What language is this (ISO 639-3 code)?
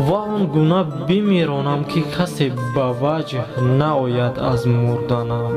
tgk